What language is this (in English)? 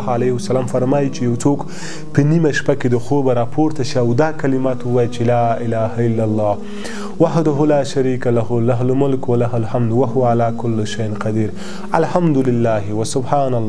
Pashto